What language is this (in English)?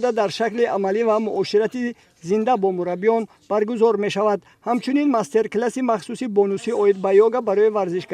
Tajik